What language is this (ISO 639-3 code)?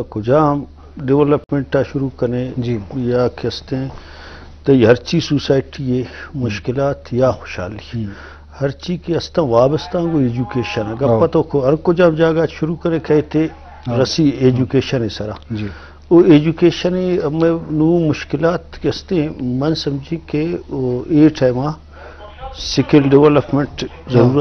bgp